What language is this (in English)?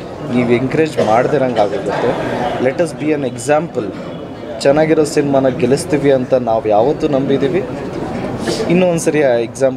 Kannada